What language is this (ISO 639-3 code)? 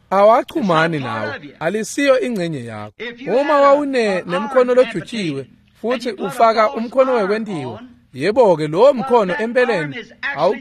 ssw